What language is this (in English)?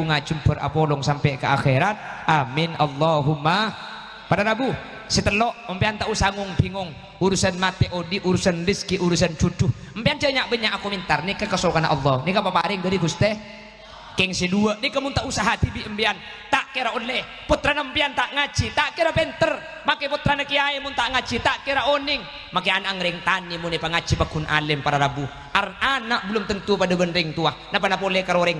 Madurese